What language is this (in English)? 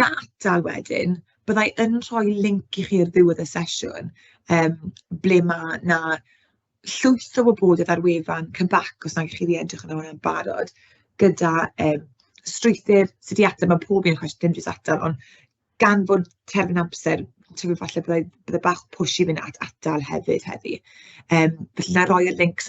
Welsh